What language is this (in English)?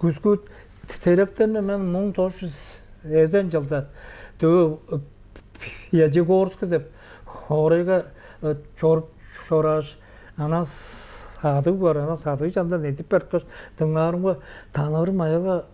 Tuvinian